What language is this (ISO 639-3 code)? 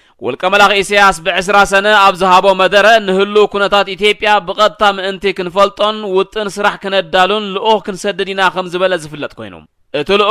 tir